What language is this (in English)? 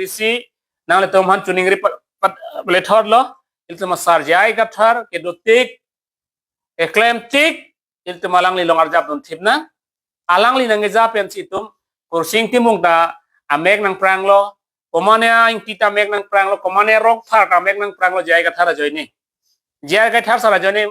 Karbi